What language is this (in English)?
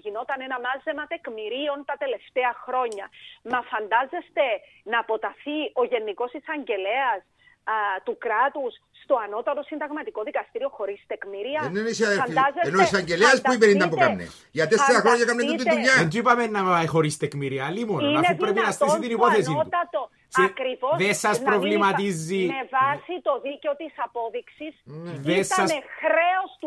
Greek